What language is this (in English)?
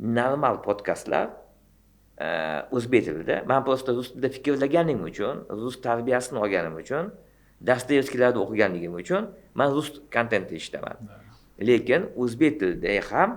Uzbek